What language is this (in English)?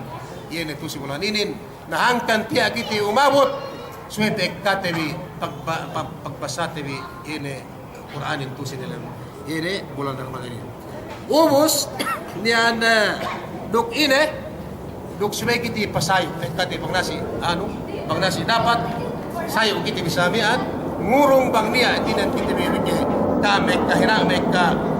Yakan